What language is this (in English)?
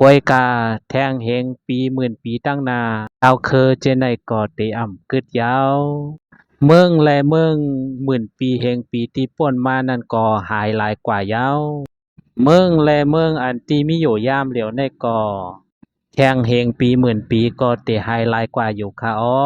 Lao